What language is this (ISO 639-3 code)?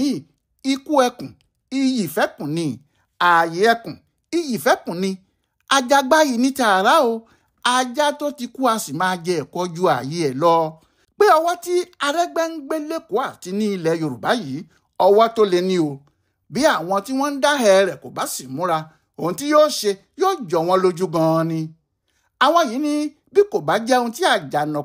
yor